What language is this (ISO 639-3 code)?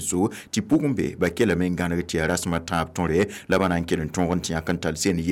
mos